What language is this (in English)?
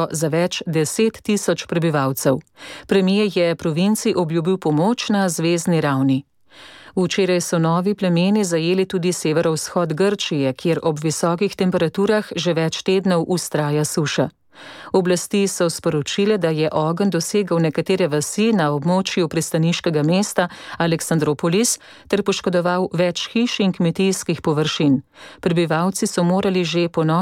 Slovenian